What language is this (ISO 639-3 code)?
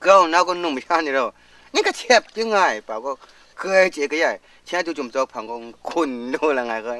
kac